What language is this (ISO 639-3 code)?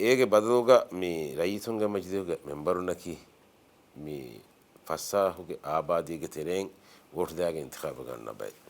div